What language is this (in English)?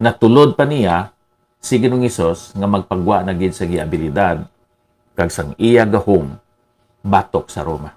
Hiligaynon